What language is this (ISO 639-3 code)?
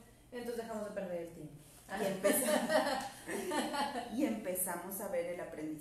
spa